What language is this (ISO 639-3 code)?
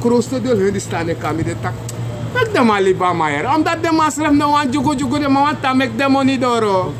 srn